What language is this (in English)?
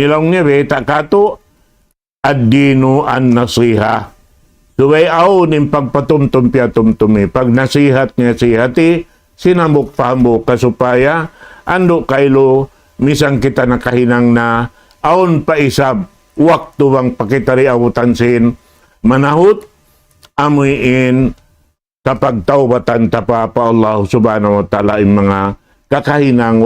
Tausug